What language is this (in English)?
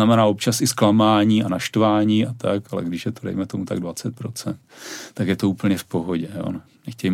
Czech